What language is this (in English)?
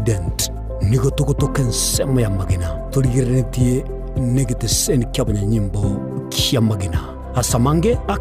Gusii